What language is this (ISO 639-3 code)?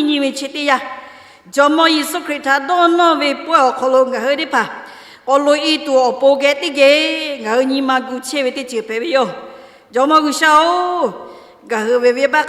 lhu